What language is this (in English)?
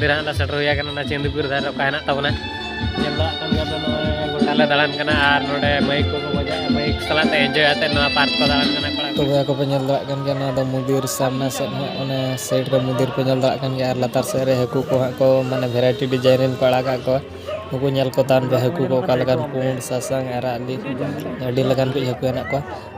Santali